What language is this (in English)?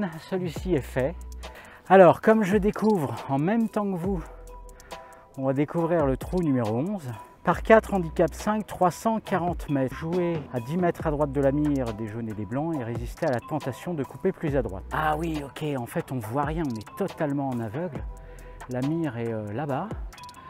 French